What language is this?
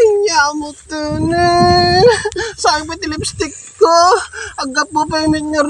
Iloko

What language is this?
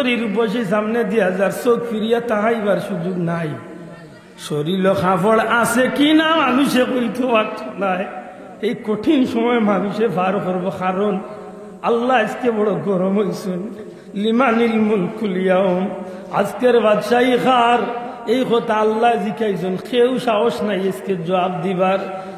Sylheti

